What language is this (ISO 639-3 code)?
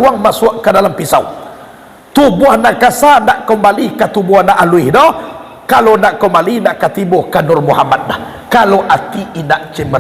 min